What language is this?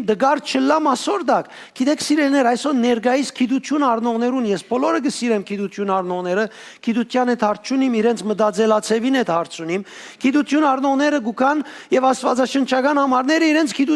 Western Armenian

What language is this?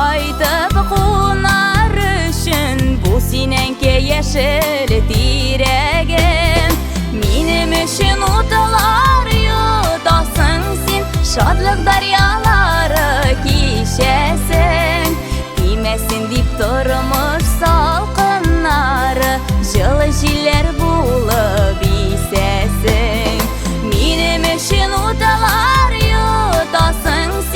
Bashkir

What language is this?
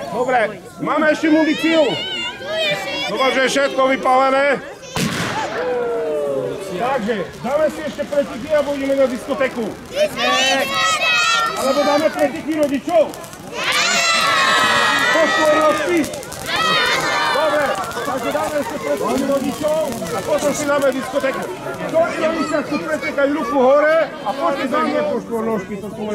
Slovak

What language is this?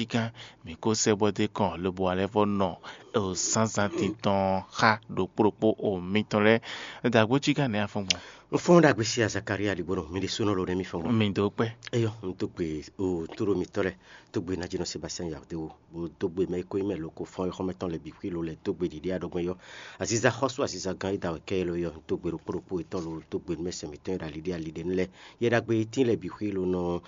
Fon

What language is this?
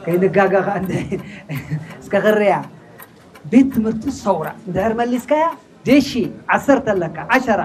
Tigrinya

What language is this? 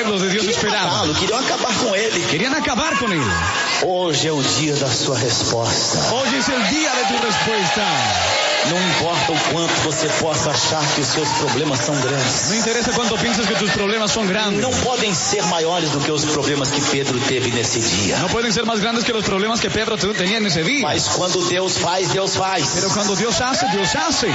Portuguese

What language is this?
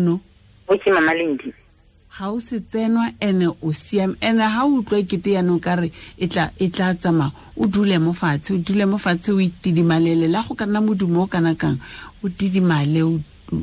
Tswana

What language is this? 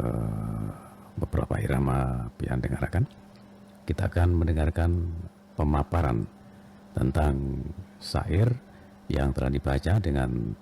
Banjar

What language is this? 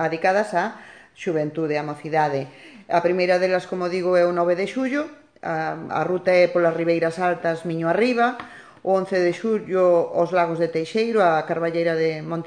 Galician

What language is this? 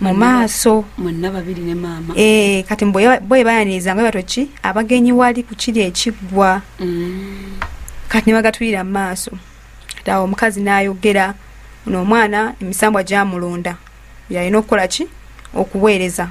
Ganda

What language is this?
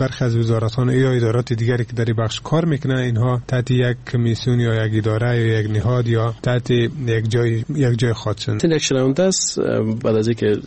Persian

